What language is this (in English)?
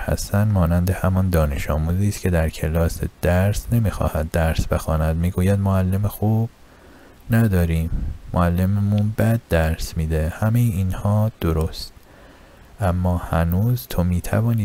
Persian